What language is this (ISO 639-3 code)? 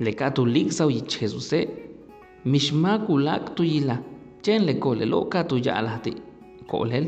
yua